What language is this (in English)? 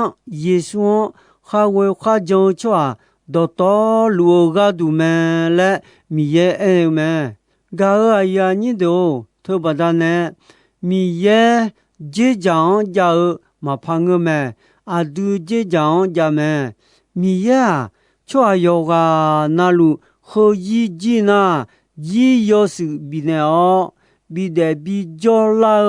Akha